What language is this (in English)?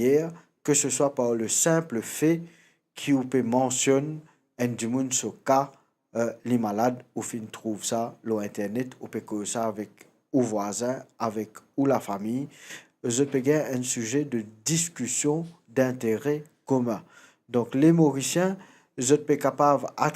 Morisyen